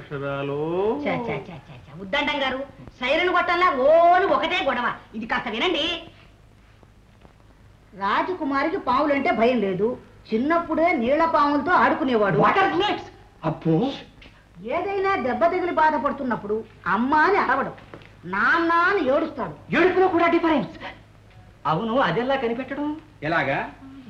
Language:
Telugu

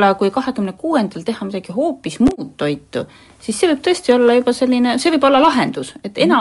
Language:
Estonian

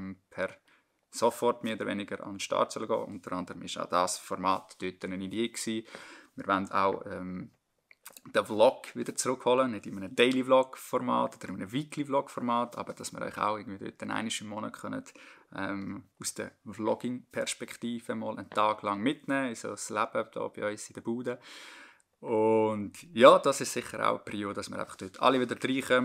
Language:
Swiss German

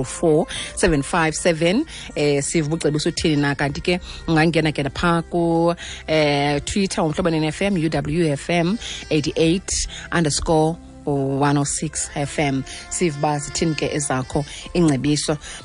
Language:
Xhosa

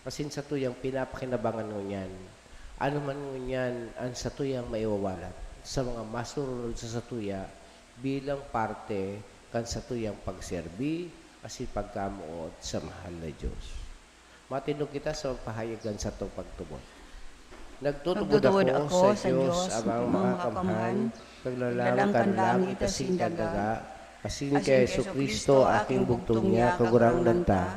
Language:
Bikol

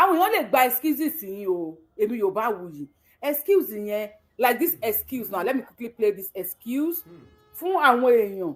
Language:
Yoruba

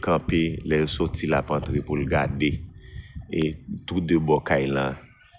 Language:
Haitian Creole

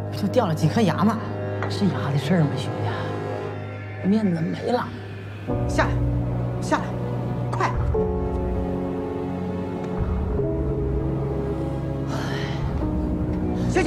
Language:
Chinese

